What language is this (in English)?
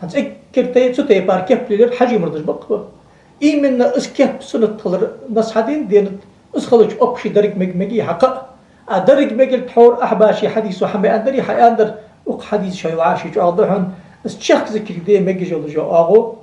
Ingush